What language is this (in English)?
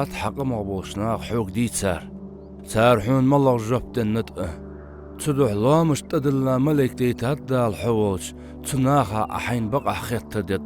Ingush